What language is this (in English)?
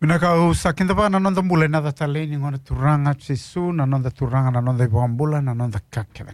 Fijian